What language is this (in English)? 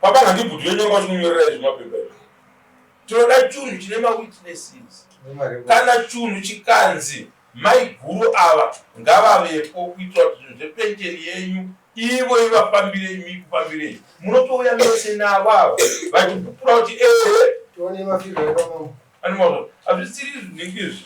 Shona